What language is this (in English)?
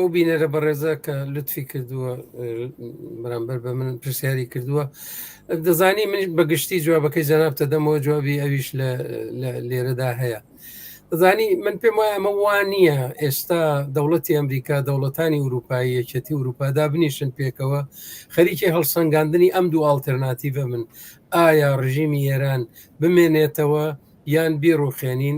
Central Kurdish